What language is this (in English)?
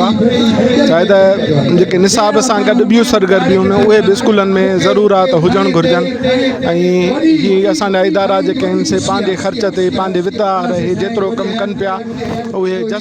Sindhi